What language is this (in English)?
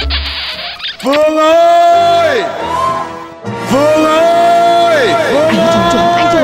Vietnamese